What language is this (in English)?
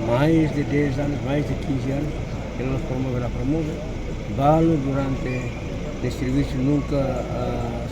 Tetum